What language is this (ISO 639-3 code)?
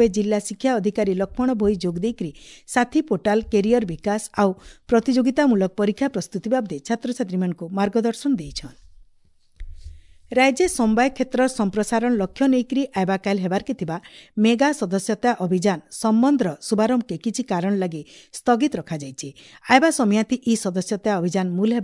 ori